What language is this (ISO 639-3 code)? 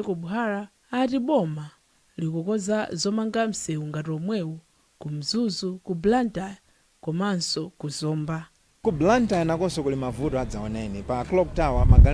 nya